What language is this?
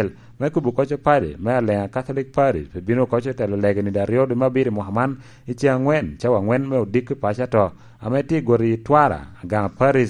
Lango (Uganda)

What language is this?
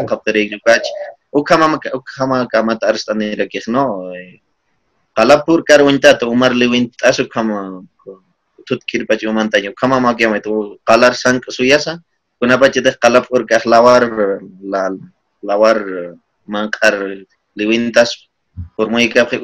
Aymara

